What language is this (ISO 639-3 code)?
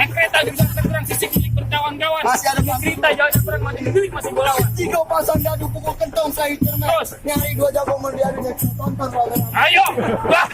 bew